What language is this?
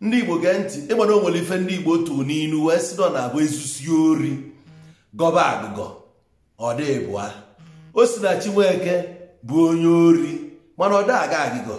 Igbo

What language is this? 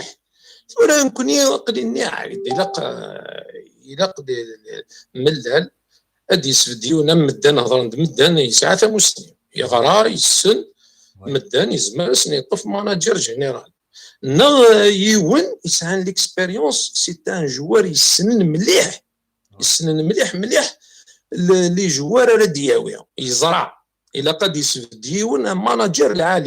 Kabyle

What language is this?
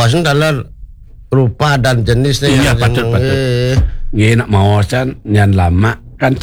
Balinese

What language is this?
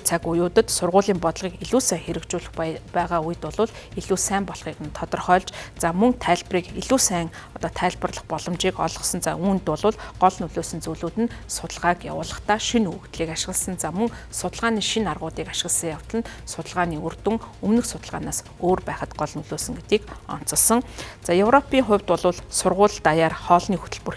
Mongolian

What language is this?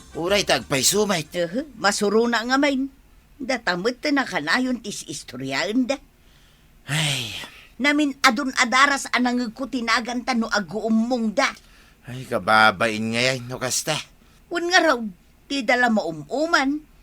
Iloko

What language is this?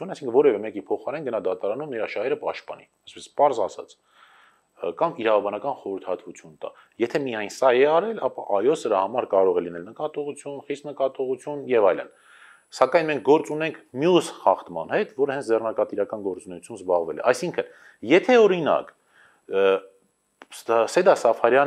Armenian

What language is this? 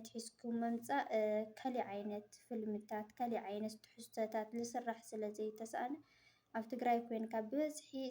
Tigrinya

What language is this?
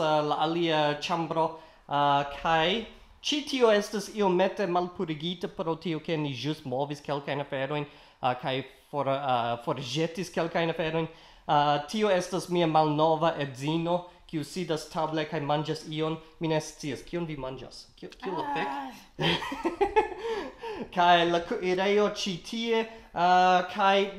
Esperanto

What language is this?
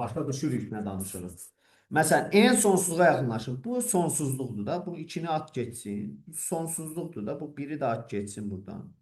Azerbaijani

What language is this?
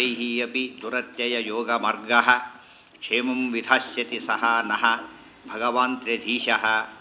Kannada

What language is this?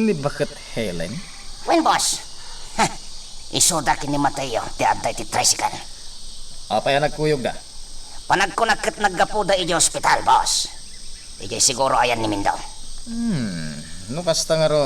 Iloko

